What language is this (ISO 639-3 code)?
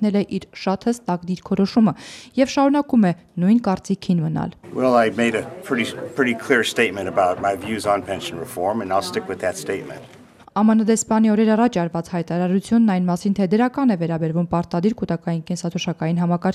hye